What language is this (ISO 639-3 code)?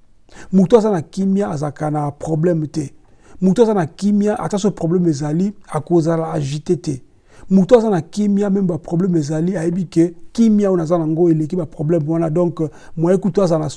lin